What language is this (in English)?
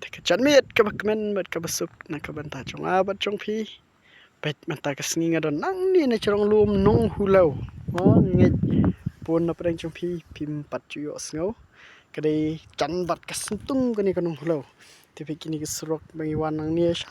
Khasi